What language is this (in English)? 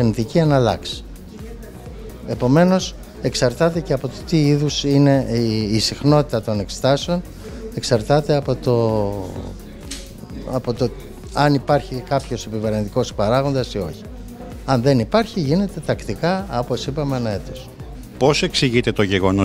Greek